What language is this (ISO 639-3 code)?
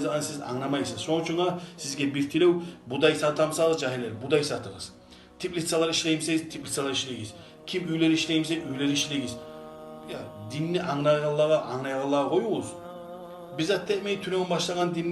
kum